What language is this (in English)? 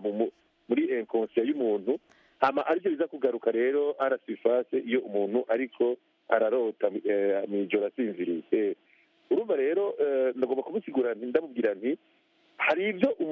Rundi